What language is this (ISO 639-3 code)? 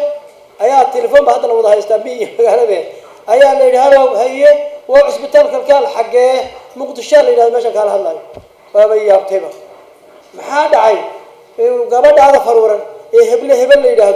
som